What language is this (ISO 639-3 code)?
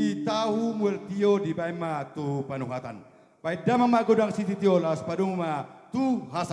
bbc